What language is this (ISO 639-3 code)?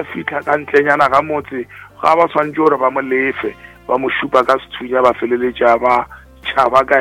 nso